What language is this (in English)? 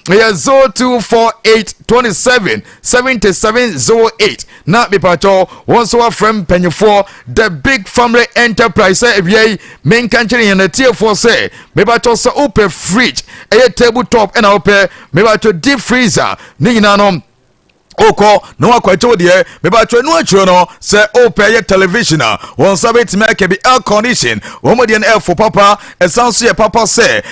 Akan